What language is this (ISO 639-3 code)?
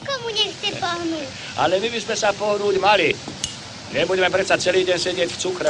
slk